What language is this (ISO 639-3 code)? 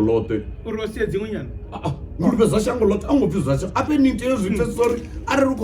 ven